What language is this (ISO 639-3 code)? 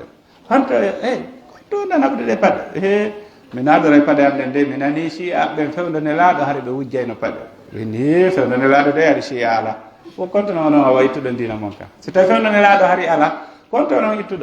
fuf